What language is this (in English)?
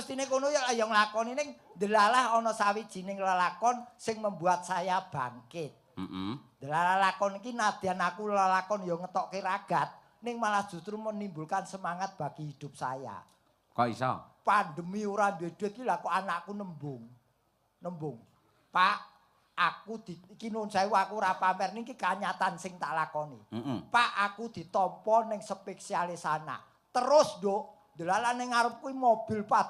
Javanese